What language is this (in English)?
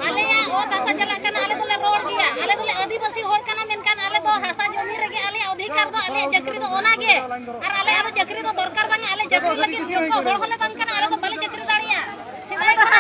Santali